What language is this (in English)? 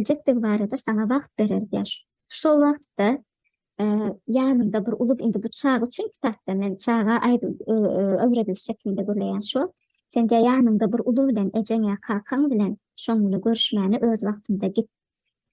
Turkmen